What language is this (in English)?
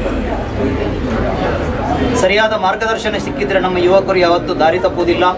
Kannada